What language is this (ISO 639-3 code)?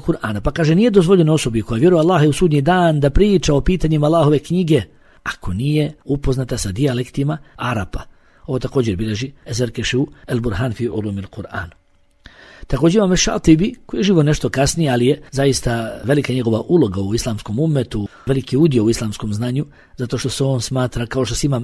bos